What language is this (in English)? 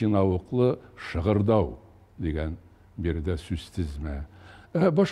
Tatar